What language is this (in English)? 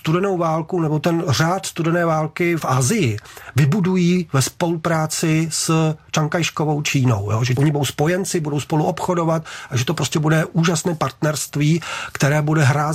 Czech